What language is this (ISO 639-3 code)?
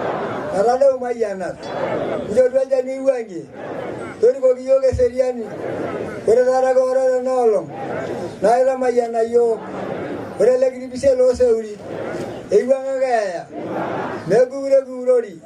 mas